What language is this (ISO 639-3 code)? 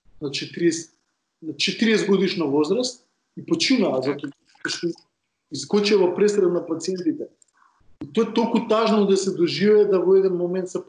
mkd